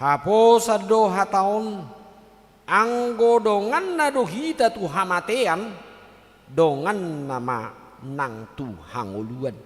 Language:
Batak Toba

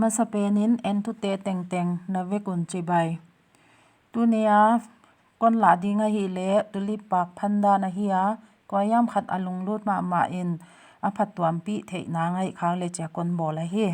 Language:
Paite Chin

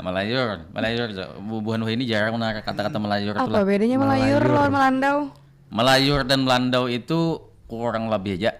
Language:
Banjar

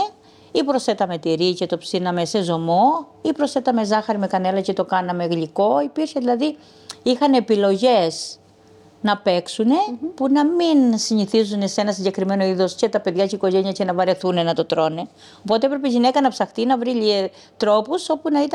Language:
Greek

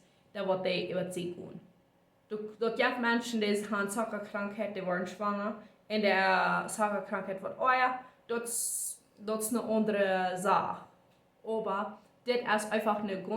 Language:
Plautdietsch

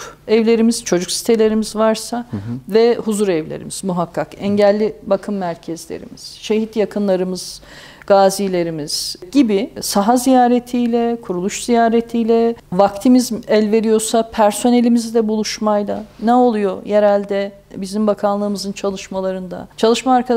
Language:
Turkish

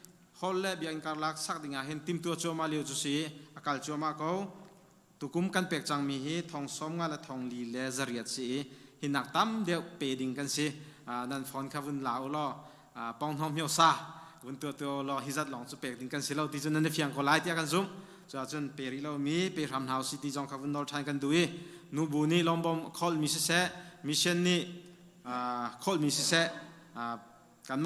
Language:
Hakha Chin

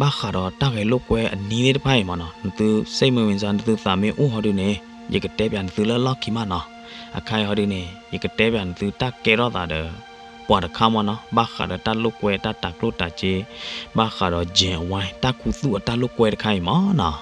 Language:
S'gaw Karen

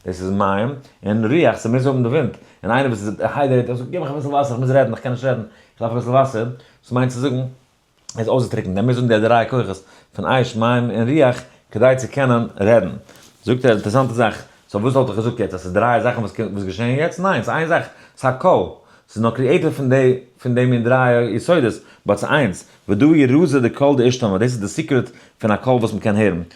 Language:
Yiddish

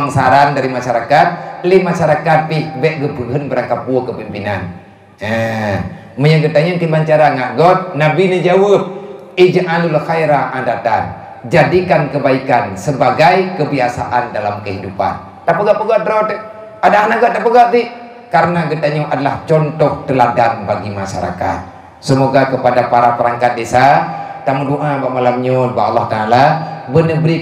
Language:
Achinese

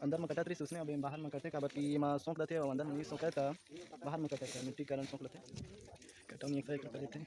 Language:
Chhattisgarhi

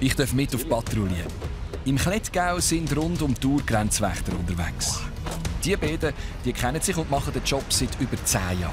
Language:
Swiss German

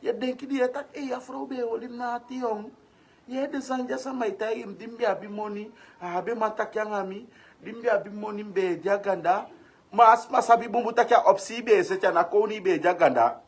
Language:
Sranan Tongo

